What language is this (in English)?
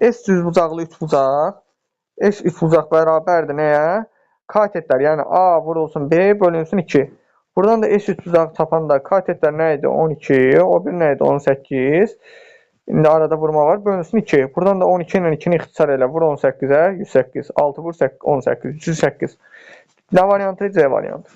Azerbaijani